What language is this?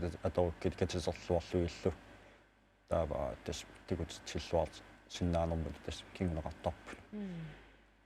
Kalaallisut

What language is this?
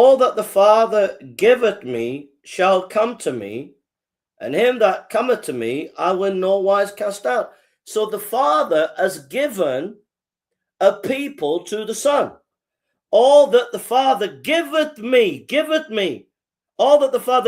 English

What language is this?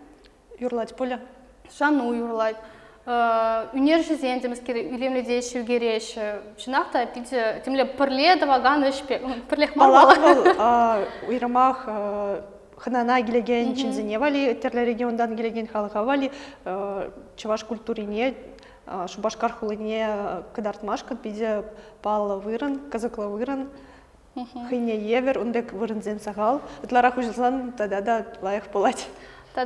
Chuvash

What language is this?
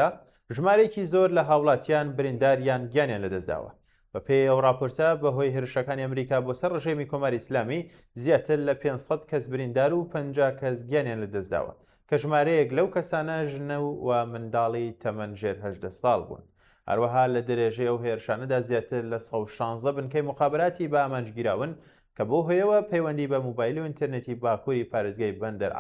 Central Kurdish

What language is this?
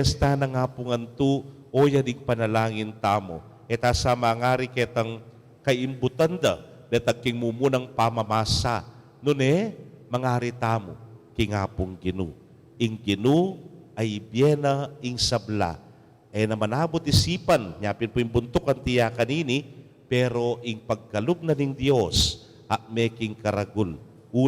Pampanga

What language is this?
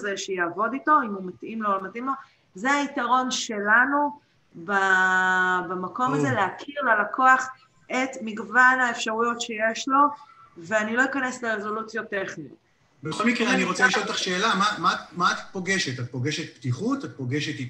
Hebrew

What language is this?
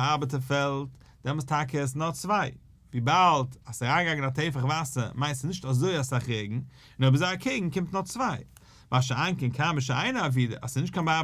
Yiddish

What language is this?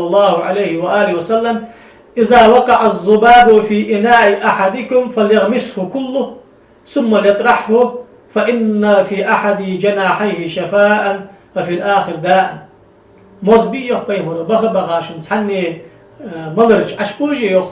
Ingush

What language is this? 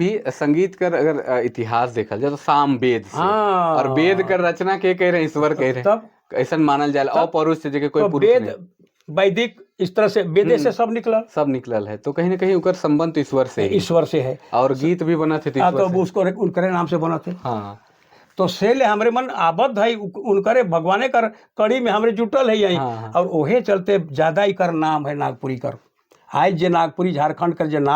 Sadri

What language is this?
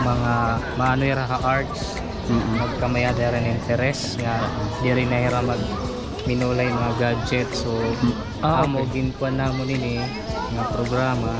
Waray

